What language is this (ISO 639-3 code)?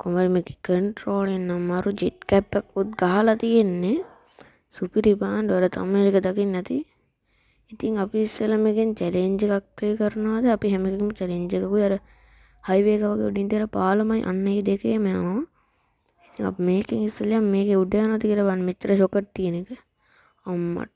sin